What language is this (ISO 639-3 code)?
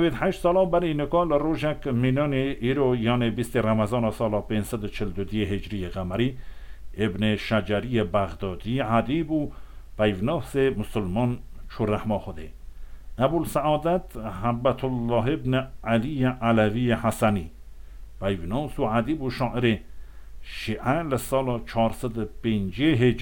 kur